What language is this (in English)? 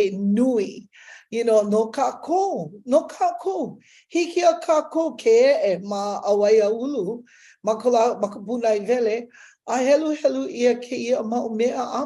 Hawaiian